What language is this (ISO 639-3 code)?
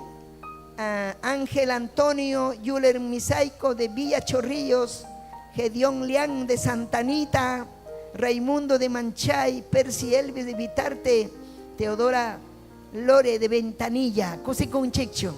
quy